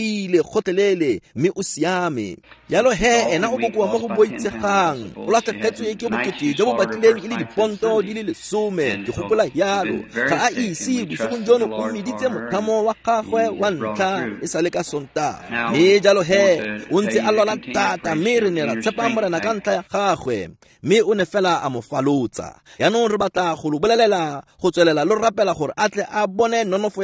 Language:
Tswana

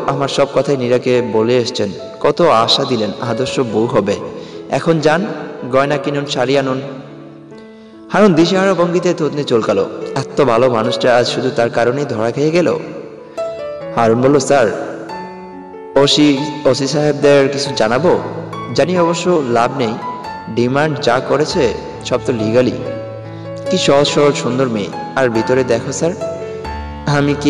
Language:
Bangla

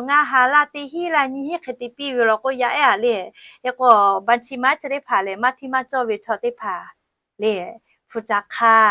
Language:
Lahu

